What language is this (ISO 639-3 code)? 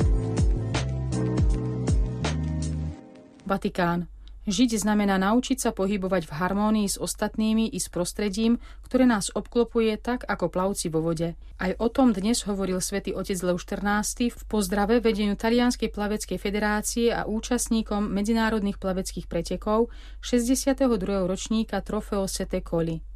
slk